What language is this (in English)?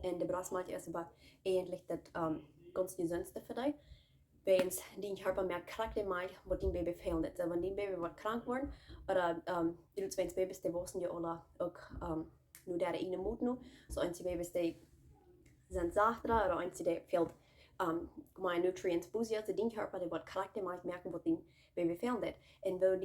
Plautdietsch